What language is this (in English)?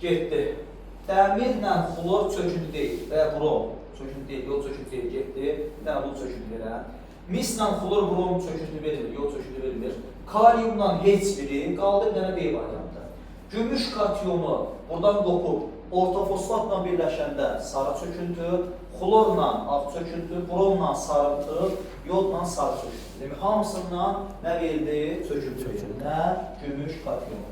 Azerbaijani